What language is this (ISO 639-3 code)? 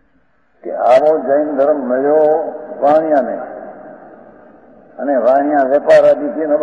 guj